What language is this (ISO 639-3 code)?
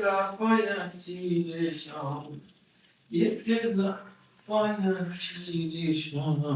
syl